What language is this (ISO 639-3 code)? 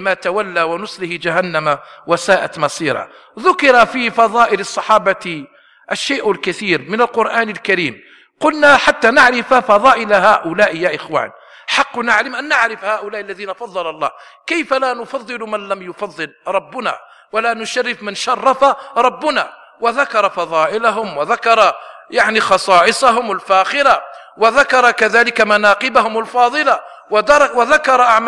ara